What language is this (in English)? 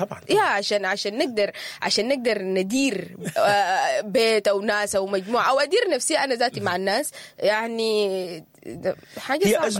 Sudanese Arabic